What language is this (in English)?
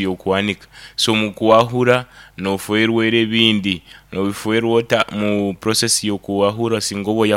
Nyankole